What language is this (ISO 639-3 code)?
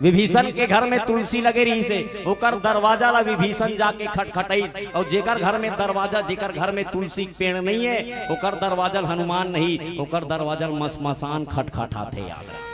hne